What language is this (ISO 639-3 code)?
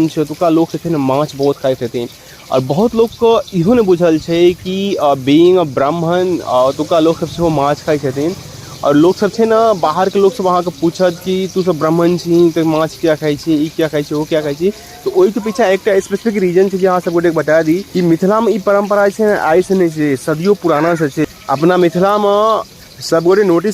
mai